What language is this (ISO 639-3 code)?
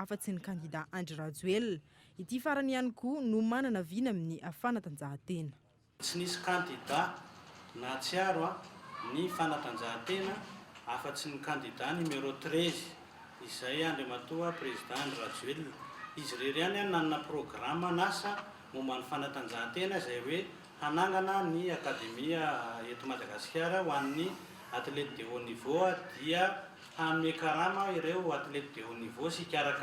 mlg